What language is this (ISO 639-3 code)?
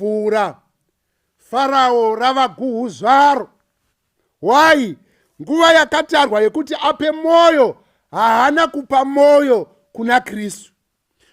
sna